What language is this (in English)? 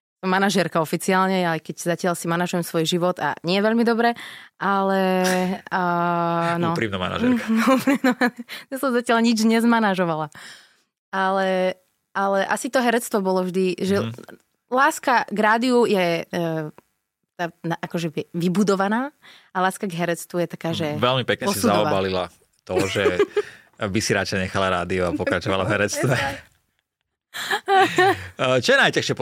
Slovak